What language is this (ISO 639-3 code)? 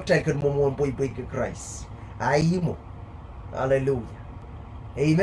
pon